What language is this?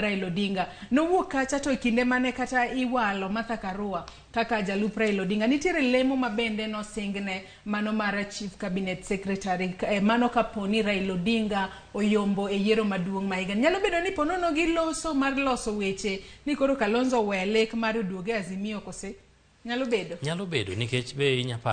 Luo (Kenya and Tanzania)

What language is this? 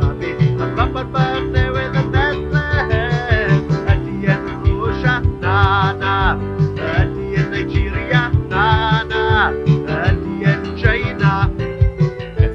Welsh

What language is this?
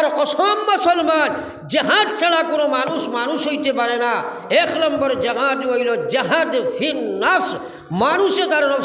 Sylheti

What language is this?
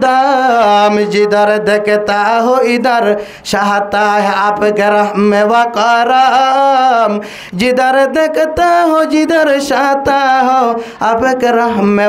Rohingya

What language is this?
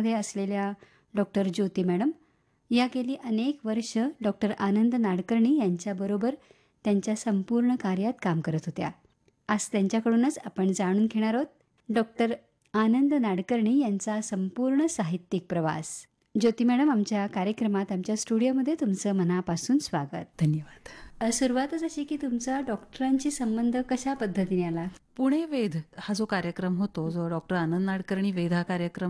Marathi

